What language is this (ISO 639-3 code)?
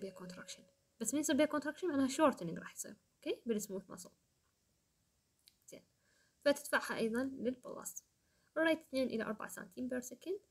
acm